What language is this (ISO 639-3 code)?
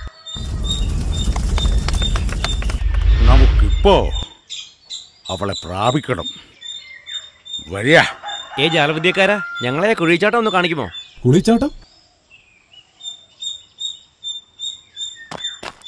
mal